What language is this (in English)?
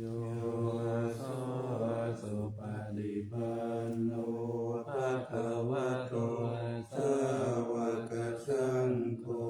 Pali